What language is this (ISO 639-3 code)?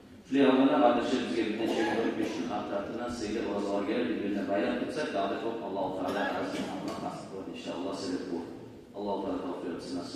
kum